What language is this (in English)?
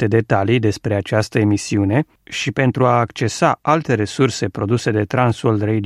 Romanian